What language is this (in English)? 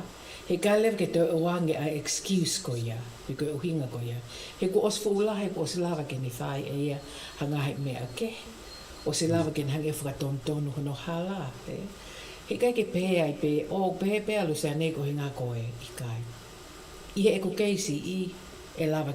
Tongan